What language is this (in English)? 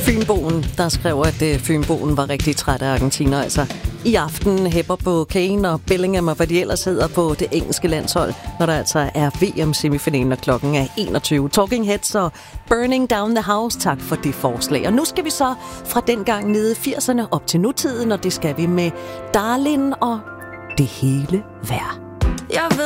Danish